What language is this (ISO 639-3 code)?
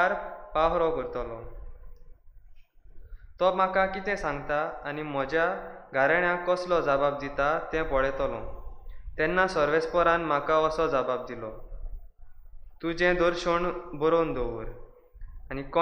kok